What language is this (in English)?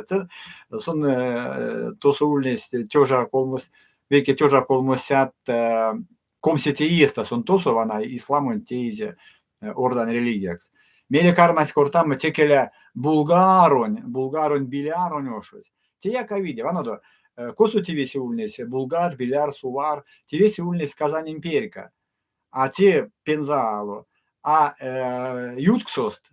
Erzya